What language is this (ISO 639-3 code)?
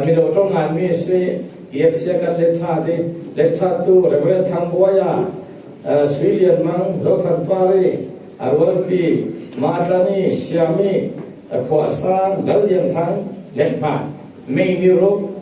cfm